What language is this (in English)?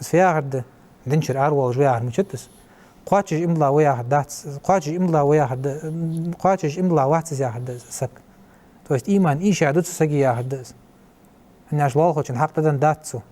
Ingush